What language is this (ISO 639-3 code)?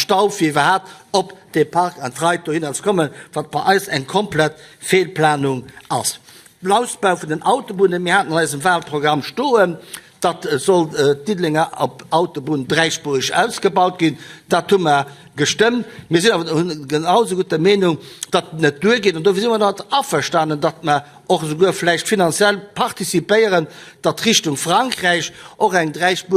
ltz